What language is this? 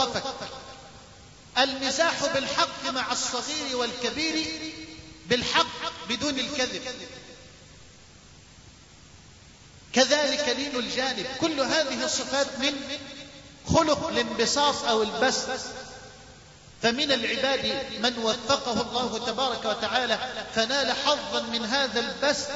Arabic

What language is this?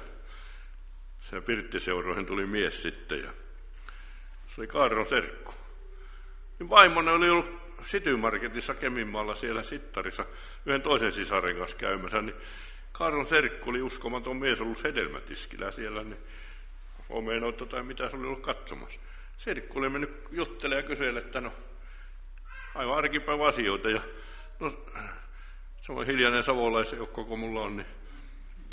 Finnish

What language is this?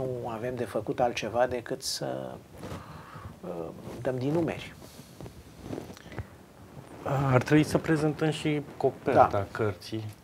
Romanian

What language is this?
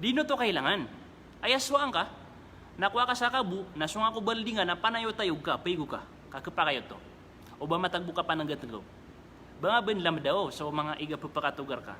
Maranao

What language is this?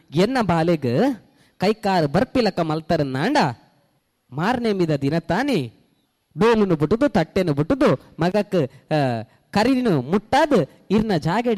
Tulu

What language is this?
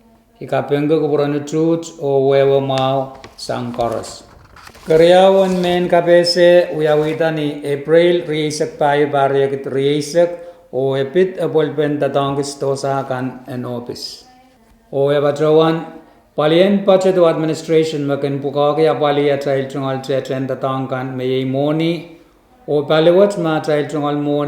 Pohnpeian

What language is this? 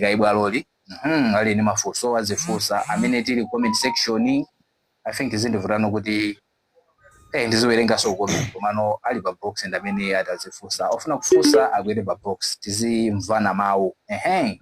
Nyanja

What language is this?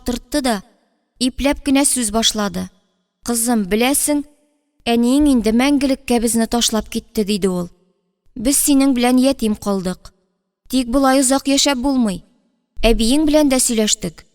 Tatar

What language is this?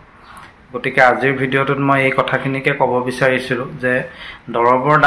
Assamese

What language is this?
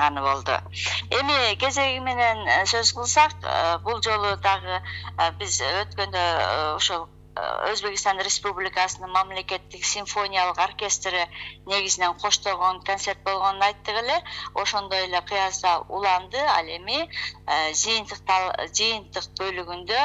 Kyrgyz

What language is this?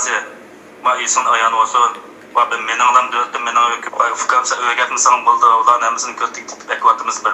Uyghur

